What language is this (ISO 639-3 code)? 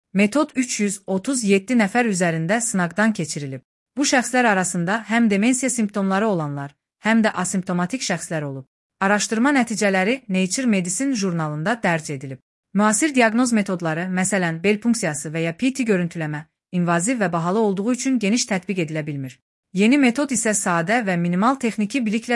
aze